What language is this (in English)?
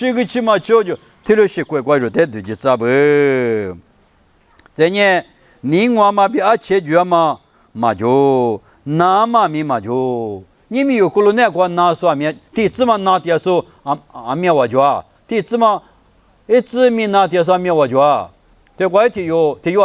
Lisu